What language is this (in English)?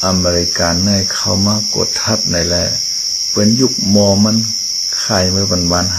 Shan